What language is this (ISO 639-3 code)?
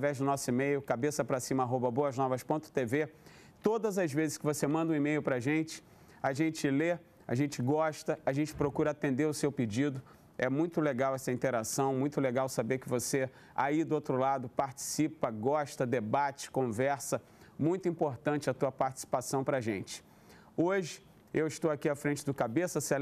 por